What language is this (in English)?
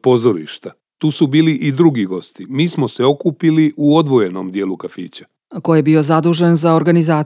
Croatian